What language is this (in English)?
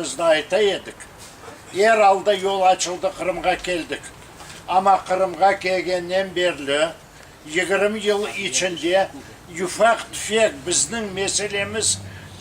Crimean Tatar